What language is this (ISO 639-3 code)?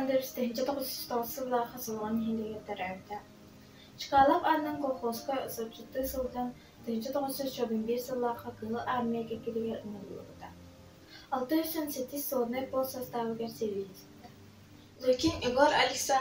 sah